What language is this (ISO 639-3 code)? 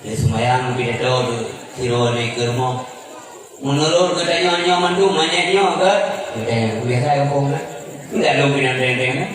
ace